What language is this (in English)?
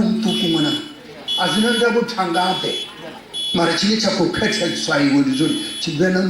Venda